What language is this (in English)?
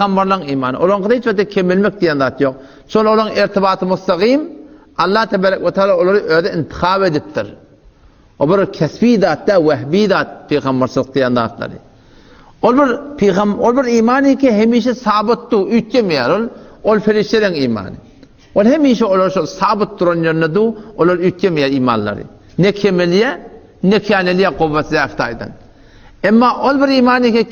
Turkmen